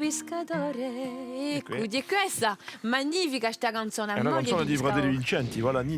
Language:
Corsican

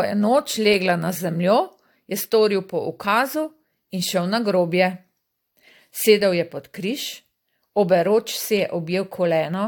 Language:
Slovenian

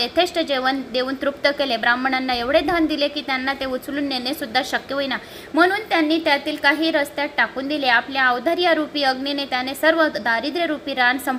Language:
Marathi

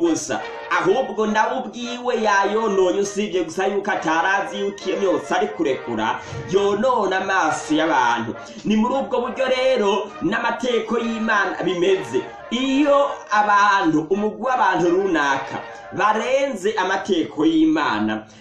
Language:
Rundi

